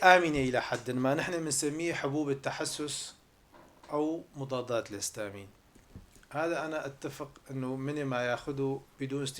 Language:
North Levantine Arabic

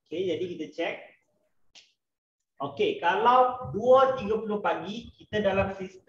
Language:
Malay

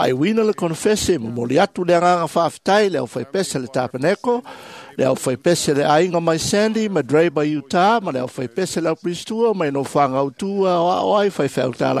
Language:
Samoan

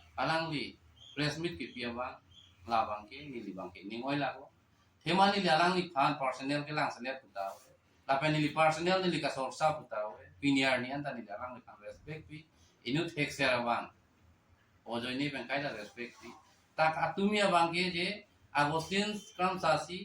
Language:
Karbi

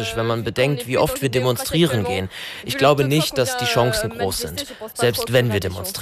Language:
German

